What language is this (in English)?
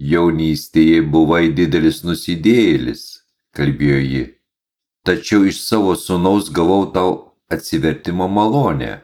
Lithuanian